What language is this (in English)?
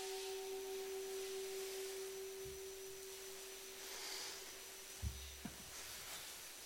Italian